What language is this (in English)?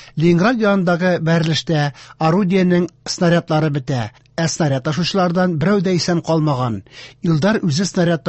Tatar